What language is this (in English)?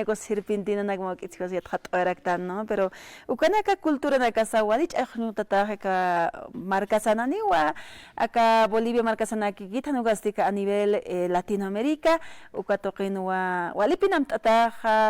Aymara